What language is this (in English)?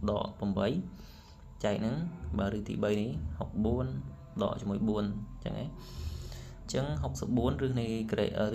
Khmer